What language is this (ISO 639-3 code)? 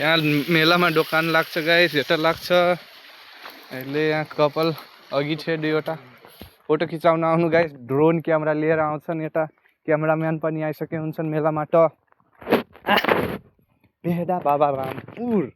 nep